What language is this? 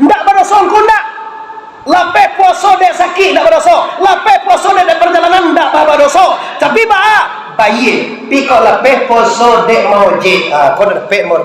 Minangkabau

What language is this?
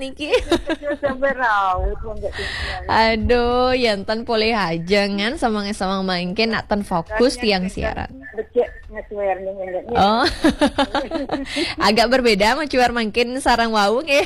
Balinese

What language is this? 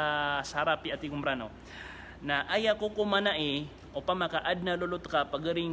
Maranao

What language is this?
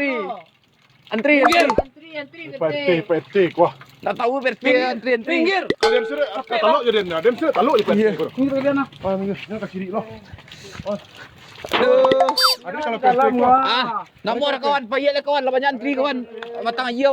Minangkabau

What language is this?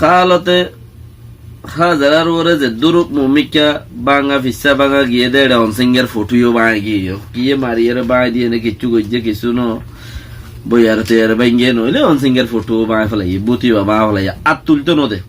Rohingya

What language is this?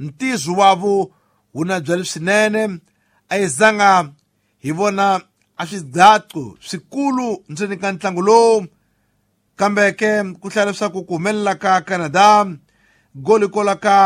Tsonga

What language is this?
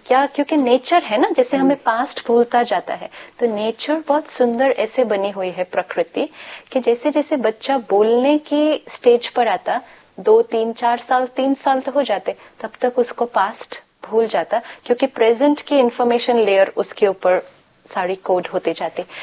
Hindi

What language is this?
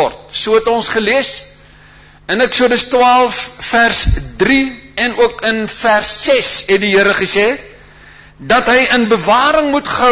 Afrikaans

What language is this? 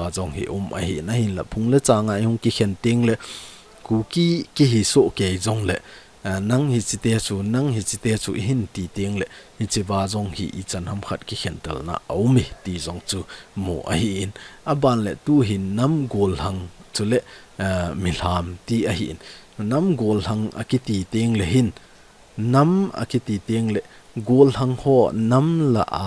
Thado Chin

